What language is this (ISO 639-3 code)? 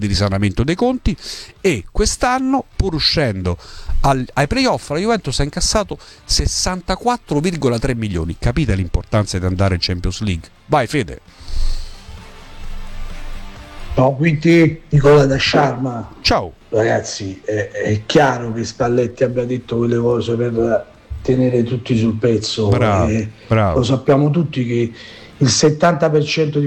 ita